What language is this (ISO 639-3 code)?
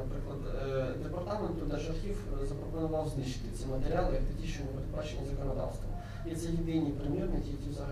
ukr